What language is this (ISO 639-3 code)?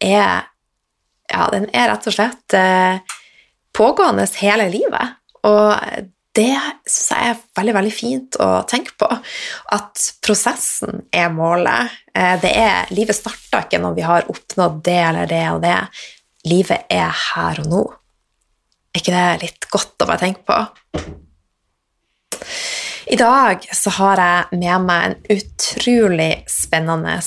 nor